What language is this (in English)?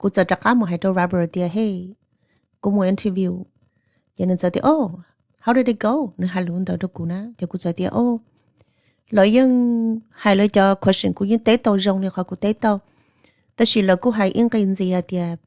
Hmong